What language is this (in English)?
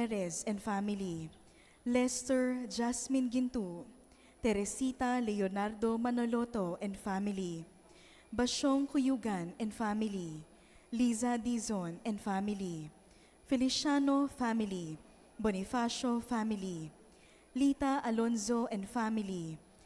Pampanga